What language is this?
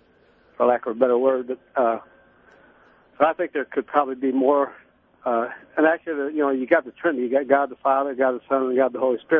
English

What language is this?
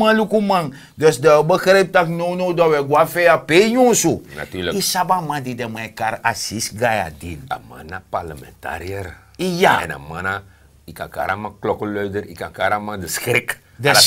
Sranan Tongo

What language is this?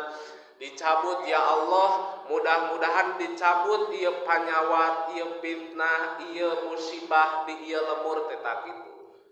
Sundanese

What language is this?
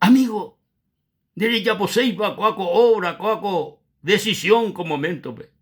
Guarani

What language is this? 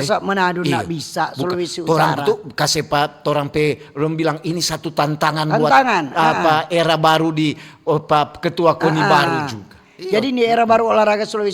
Manado Malay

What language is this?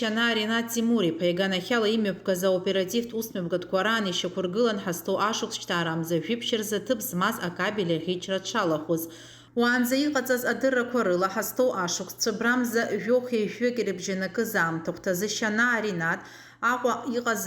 Abkhazian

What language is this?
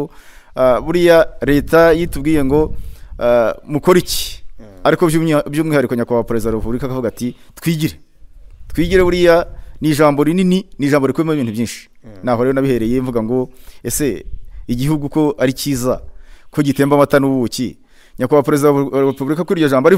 Kinyarwanda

